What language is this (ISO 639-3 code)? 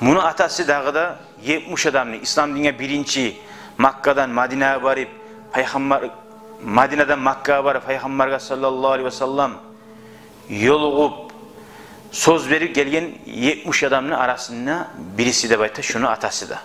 kum